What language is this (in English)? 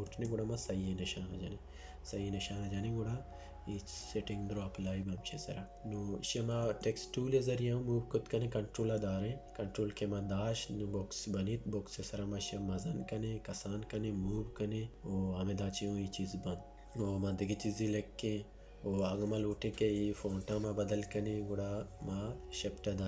Baluchi